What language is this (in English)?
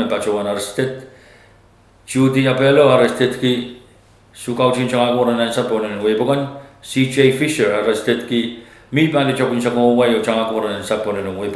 Pohnpeian